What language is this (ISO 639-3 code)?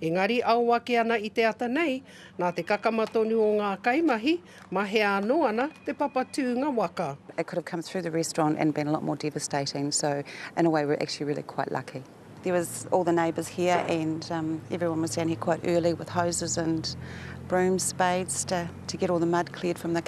mri